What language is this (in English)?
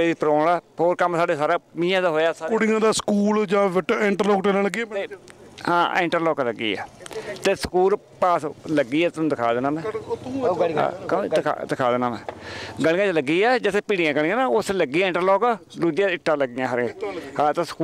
Punjabi